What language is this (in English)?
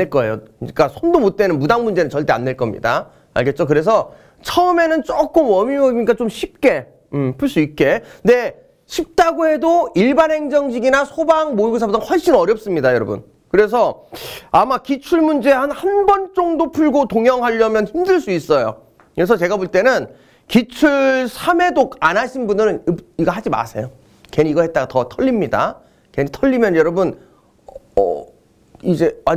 Korean